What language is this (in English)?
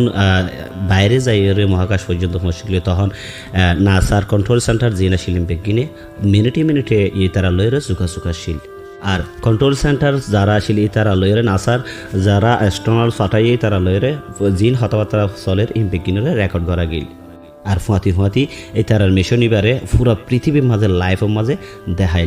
Rohingya